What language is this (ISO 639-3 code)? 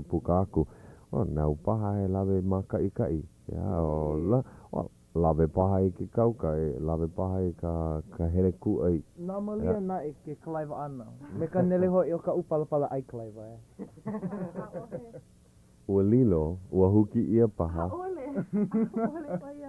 haw